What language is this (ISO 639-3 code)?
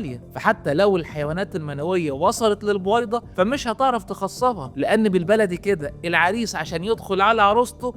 arz